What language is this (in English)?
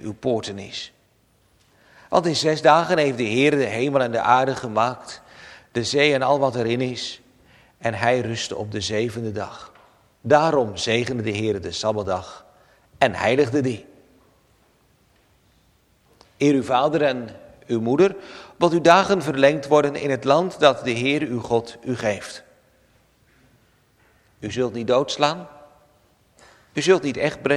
Dutch